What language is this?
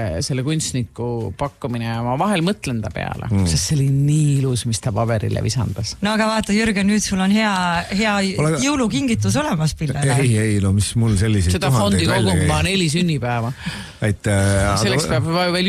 Estonian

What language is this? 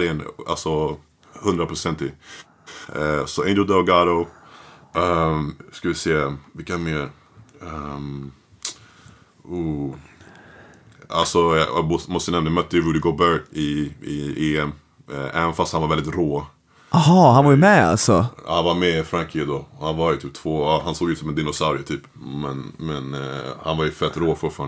Swedish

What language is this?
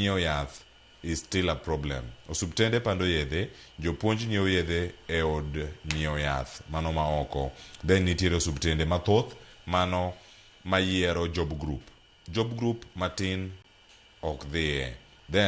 Luo (Kenya and Tanzania)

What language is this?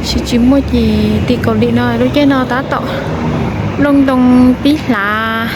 Hmong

